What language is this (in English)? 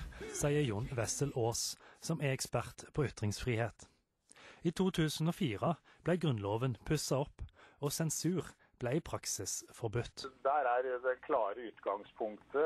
Norwegian